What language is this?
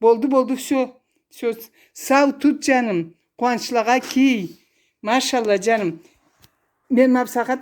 Karachay-Balkar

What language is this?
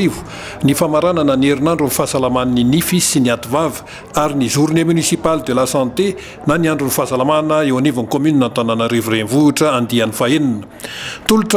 Malagasy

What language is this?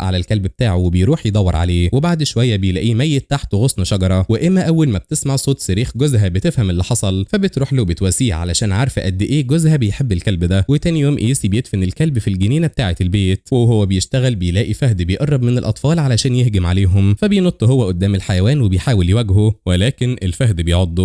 Egyptian Arabic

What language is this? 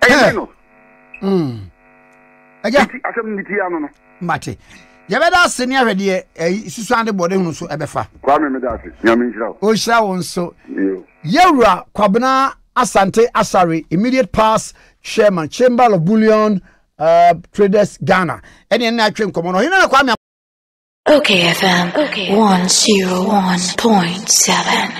Akan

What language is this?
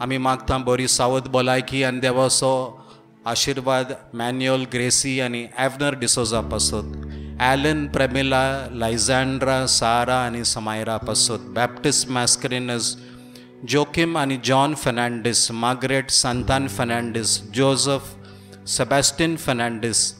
Konkani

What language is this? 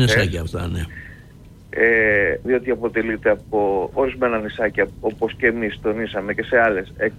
Greek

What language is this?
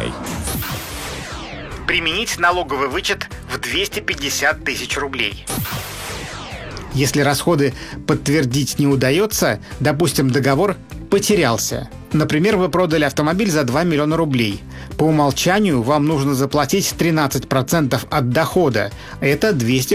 Russian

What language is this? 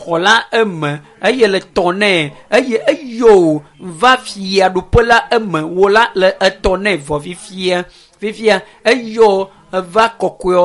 Ewe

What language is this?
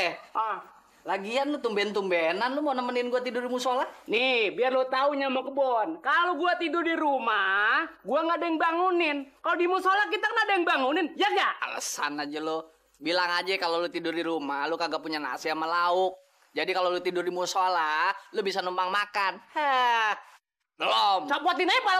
Betawi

